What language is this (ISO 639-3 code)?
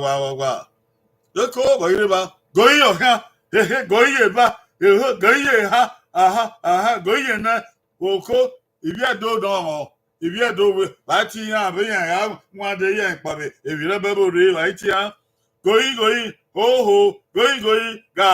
bin